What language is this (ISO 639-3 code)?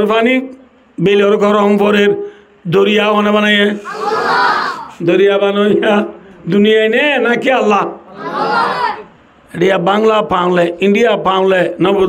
rhg